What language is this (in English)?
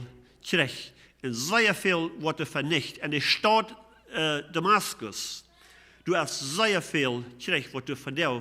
Plautdietsch